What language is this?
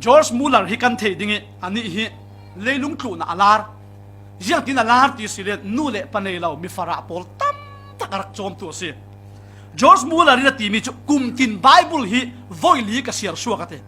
Falam Chin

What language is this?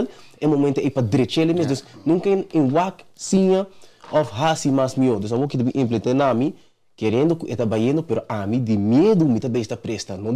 Papiamento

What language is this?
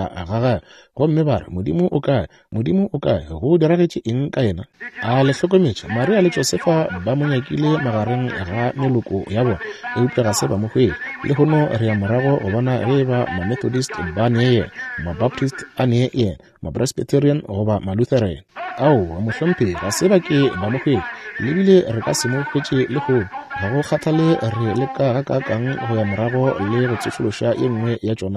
Northern Sotho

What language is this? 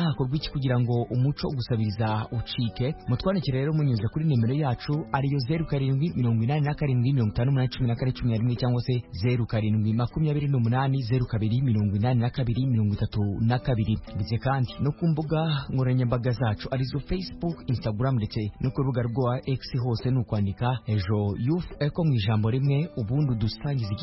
Kinyarwanda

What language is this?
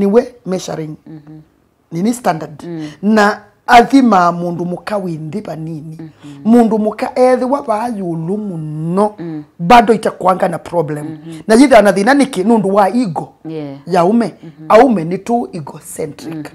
Kamba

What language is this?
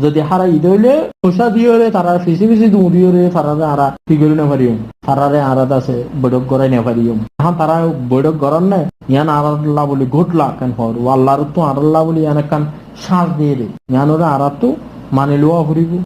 Rohingya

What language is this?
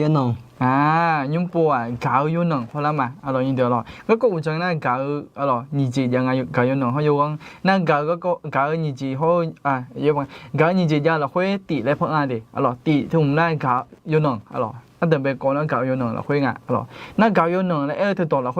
Akha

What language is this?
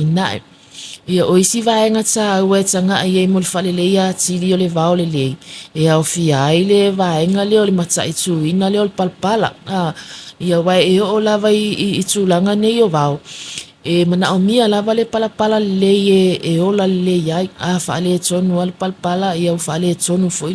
Samoan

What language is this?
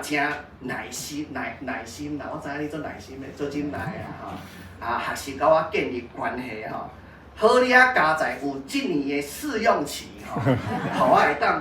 Min Nan Chinese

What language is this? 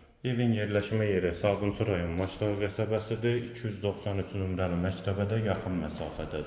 Azerbaijani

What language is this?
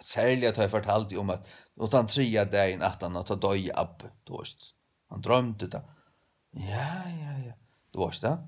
Faroese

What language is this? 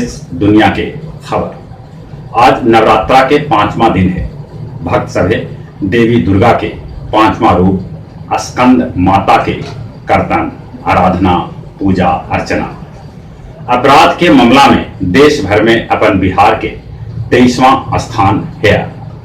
Magahi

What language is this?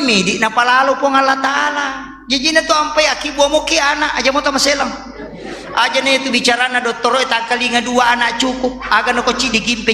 Buginese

